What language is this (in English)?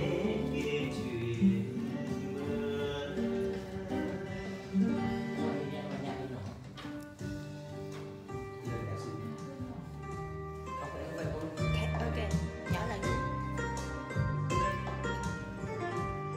Vietnamese